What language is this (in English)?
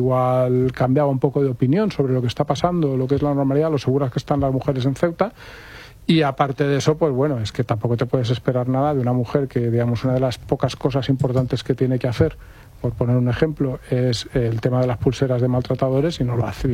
Spanish